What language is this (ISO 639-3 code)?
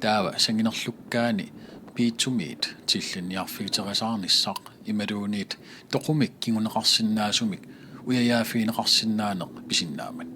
kal